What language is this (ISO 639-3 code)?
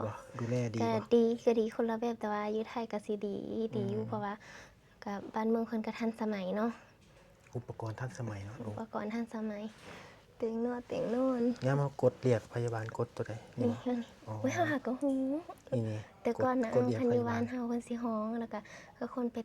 lao